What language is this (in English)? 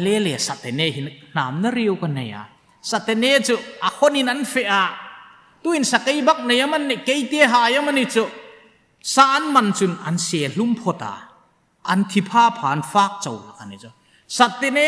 Hmar